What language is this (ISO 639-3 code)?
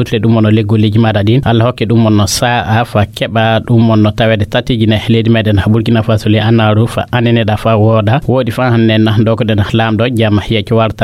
ful